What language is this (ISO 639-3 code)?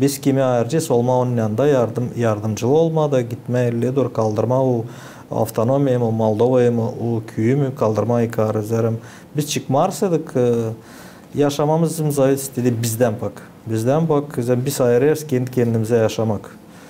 gag